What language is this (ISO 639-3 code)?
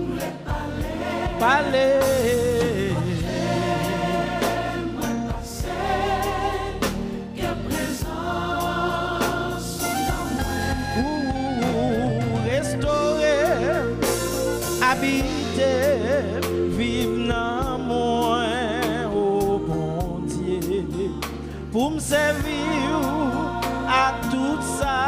fra